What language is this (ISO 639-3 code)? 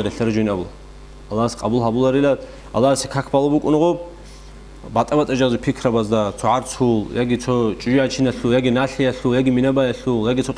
ava